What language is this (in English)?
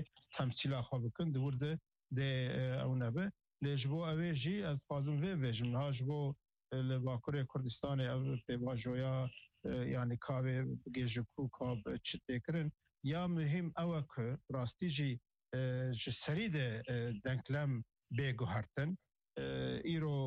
Kurdish